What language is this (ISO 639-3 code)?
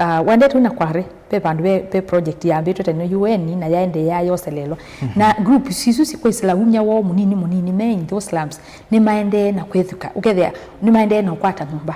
kam